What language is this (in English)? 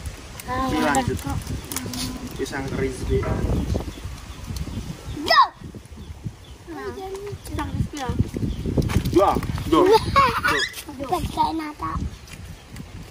Javanese